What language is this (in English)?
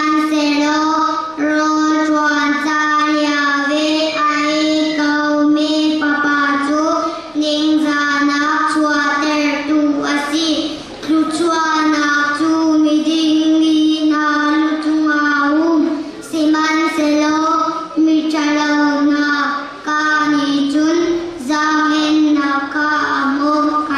Hakha Chin